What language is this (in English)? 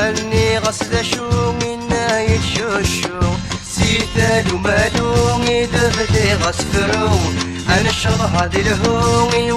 Kabyle